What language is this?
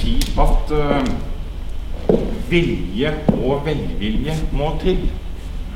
Norwegian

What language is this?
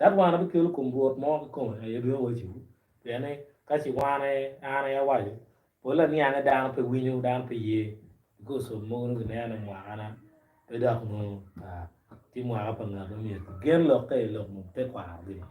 Acoli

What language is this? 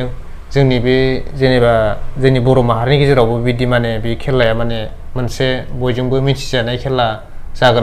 Bodo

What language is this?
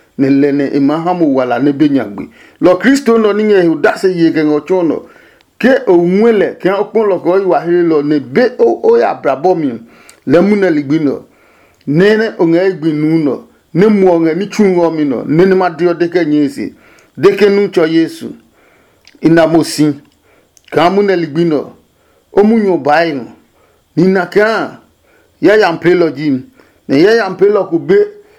Adangme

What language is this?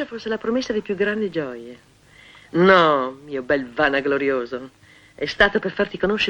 Italian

